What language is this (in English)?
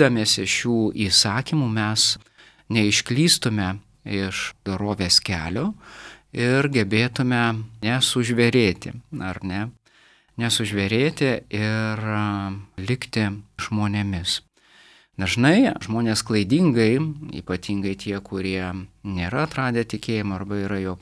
Lithuanian